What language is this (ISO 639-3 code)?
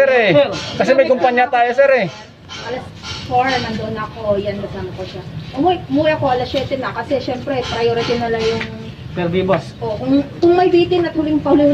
fil